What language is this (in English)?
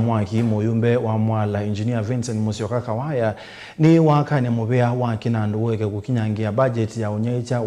Kamba